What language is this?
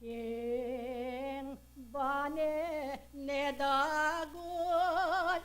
Pampanga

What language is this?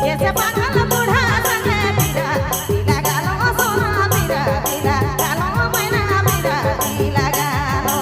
Sadri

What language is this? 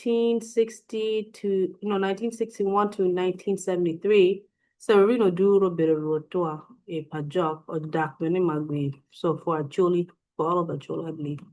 Acoli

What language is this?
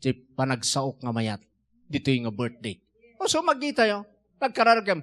Iloko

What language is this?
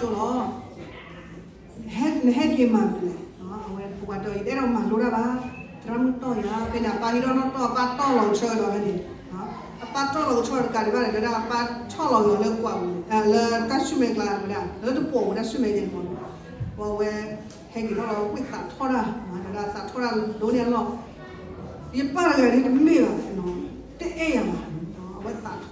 S'gaw Karen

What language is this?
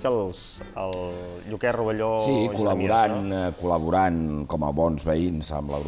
Catalan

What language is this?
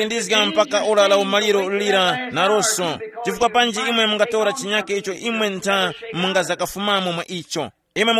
Tumbuka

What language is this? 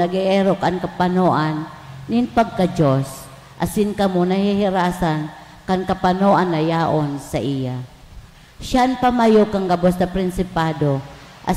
Bikol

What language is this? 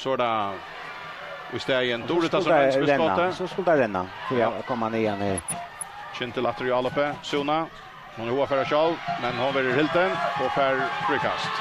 Faroese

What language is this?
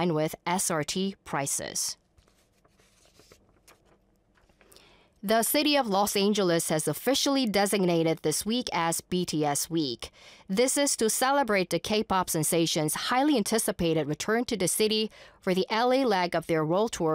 English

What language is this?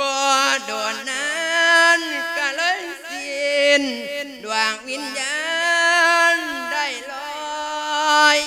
Lao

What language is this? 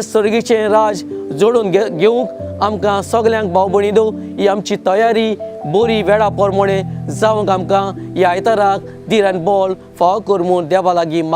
Konkani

